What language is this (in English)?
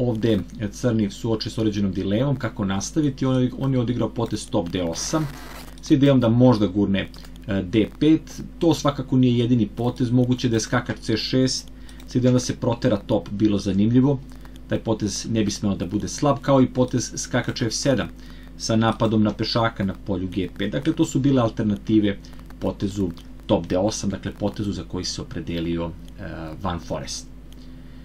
Serbian